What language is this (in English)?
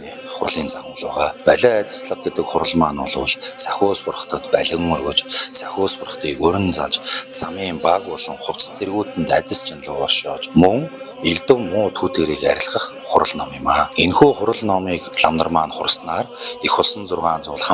Mongolian